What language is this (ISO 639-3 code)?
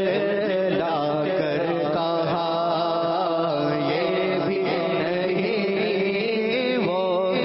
urd